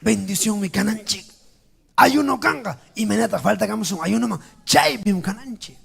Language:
Ayacucho Quechua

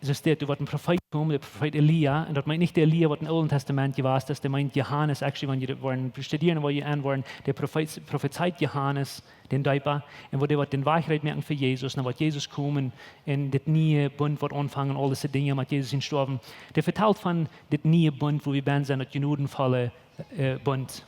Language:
Plautdietsch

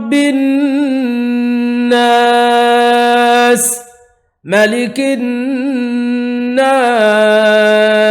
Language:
Divehi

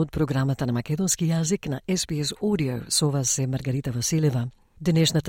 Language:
Macedonian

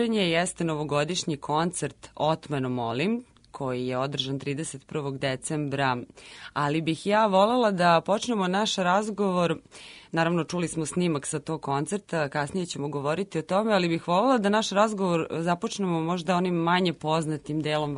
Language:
Serbian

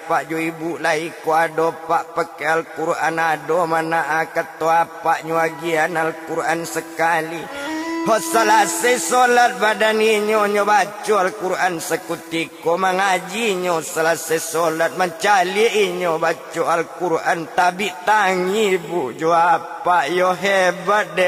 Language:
Minangkabau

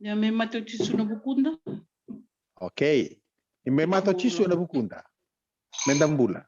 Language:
Fijian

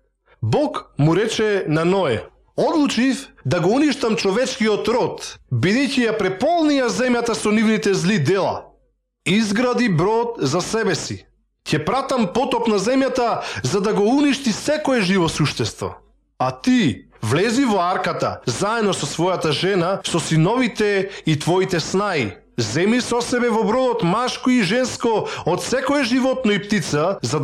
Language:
Macedonian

